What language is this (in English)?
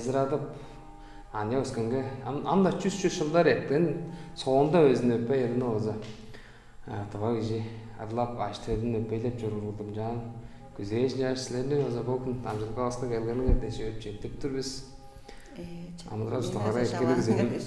Tuvinian